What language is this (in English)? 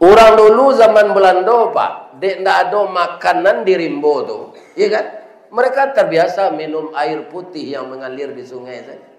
Minangkabau